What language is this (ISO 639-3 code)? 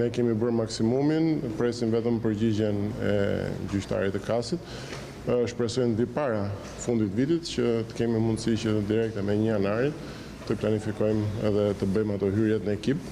sqi